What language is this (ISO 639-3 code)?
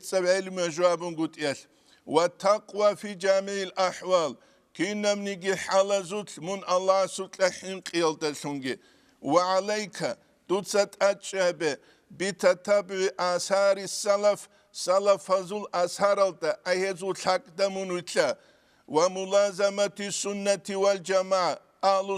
ava